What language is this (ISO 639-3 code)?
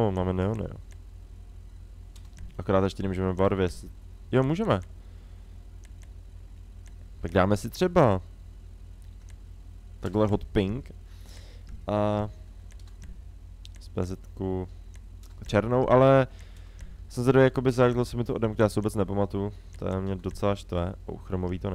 ces